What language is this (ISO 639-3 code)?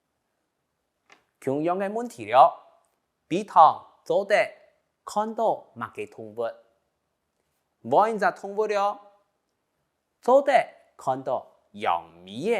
hak